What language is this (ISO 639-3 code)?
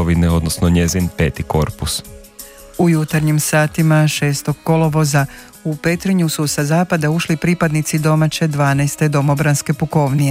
hrv